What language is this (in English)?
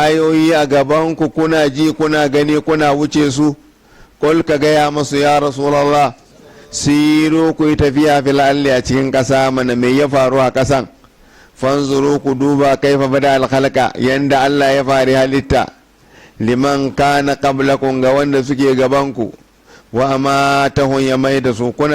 Hausa